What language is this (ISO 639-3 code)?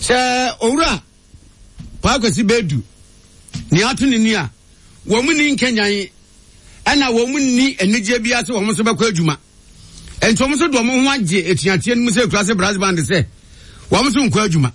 aka